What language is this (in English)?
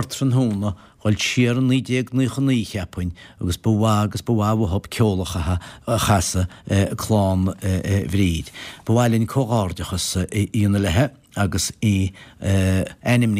Irish